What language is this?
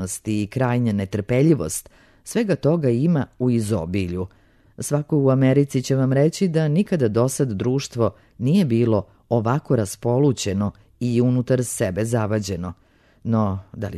Serbian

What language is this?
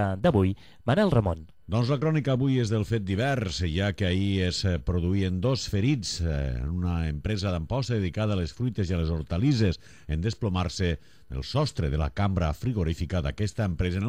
Catalan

